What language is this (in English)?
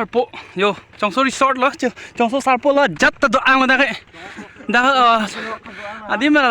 Karbi